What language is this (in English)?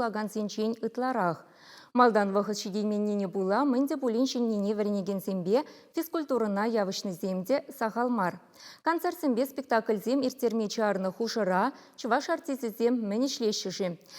Chuvash